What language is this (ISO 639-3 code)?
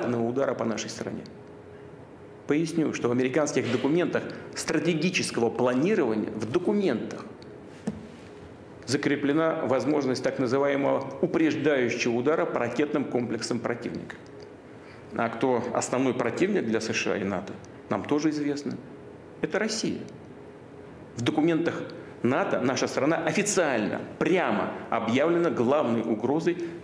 rus